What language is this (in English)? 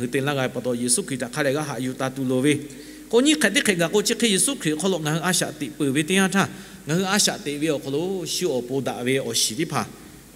Lahu